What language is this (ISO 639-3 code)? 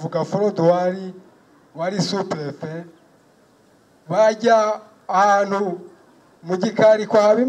kin